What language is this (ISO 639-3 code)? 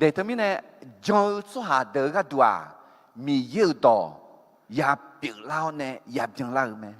ahk